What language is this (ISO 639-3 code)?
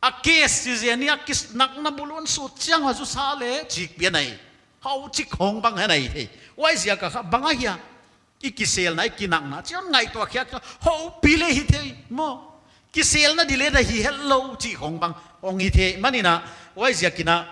pck